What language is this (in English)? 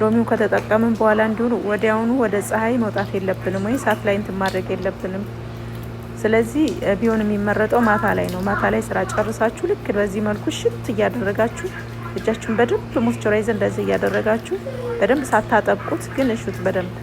Amharic